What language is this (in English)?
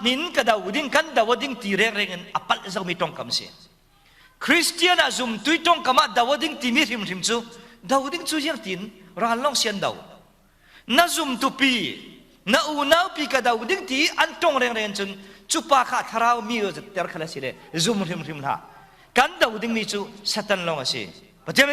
Falam Chin